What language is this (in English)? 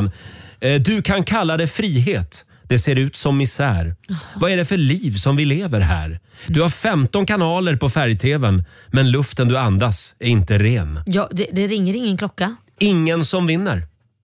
Swedish